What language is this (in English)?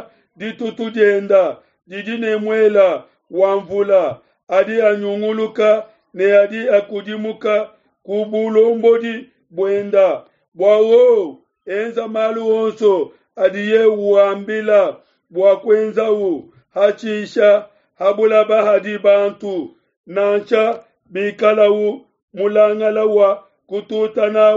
Luba-Lulua